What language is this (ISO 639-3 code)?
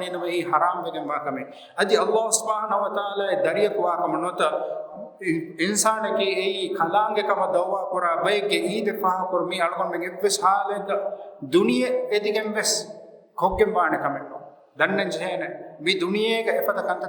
div